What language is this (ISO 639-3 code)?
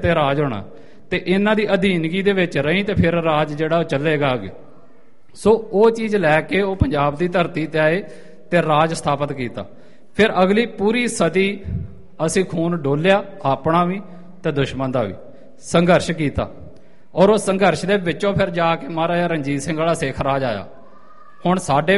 pan